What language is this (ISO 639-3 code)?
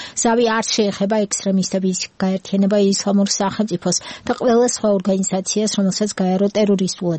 kat